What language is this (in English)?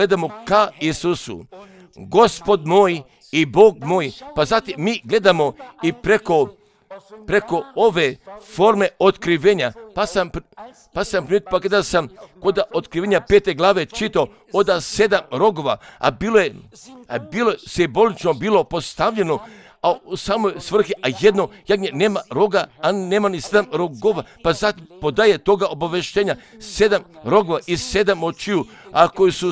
Croatian